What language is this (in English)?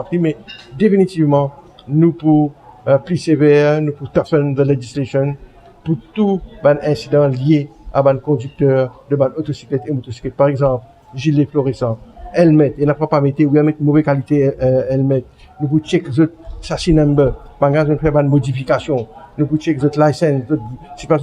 Morisyen